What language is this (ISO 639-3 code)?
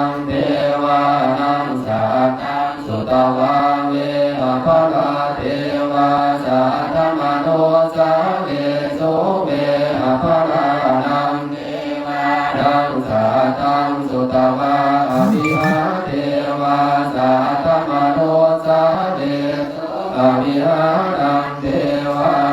pli